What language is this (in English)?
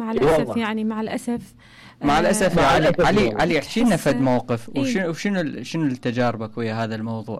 Mesopotamian Arabic